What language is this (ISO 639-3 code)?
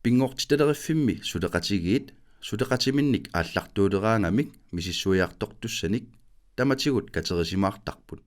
kal